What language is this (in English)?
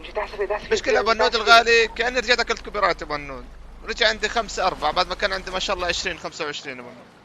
North Levantine Arabic